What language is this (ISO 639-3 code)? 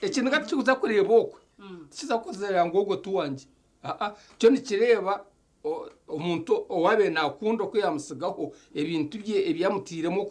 nyn